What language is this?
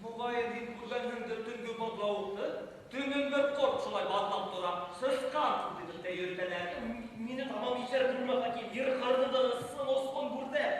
Bashkir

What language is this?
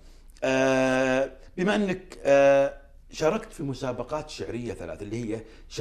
Arabic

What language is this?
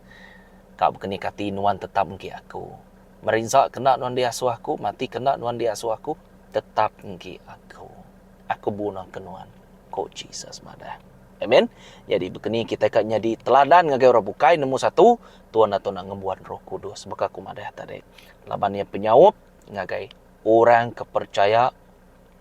Iban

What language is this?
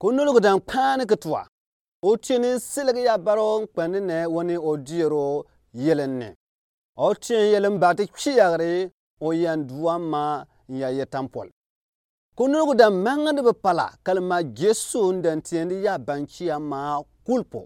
Gourmanchéma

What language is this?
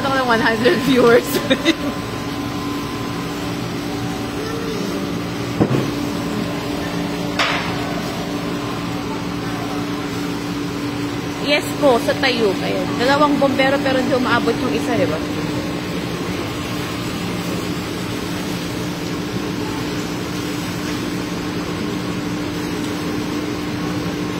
Filipino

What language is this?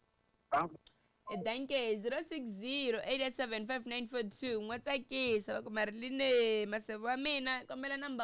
Tsonga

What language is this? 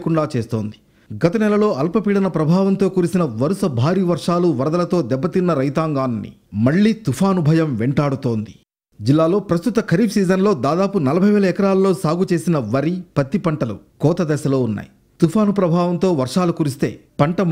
Telugu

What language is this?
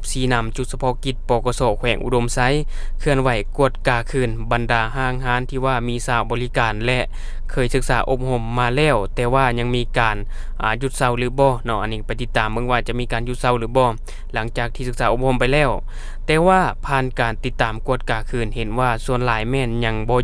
Lao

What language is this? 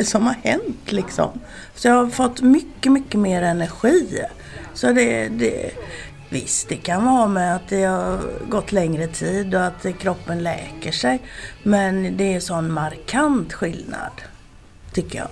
Swedish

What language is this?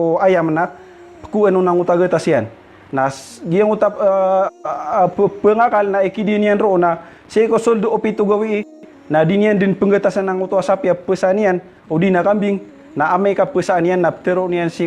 Maranao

